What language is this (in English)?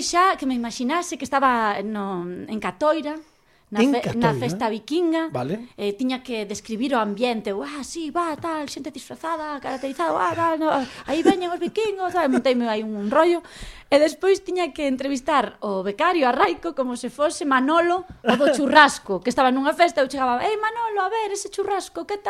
Galician